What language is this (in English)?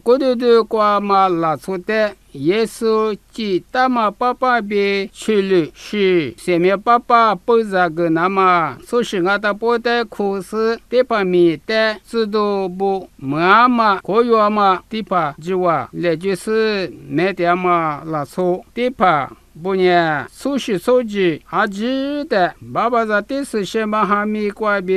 Lisu